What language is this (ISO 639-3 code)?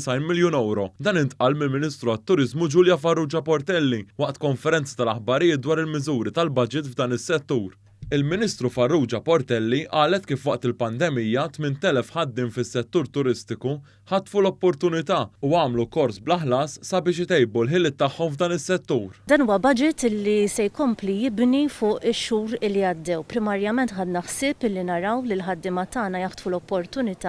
mlt